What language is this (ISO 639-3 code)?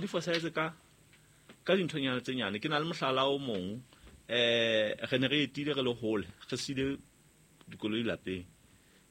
sot